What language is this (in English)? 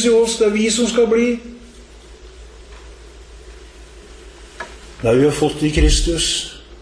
Norwegian